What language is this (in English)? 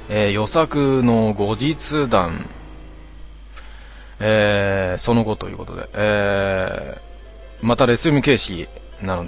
Japanese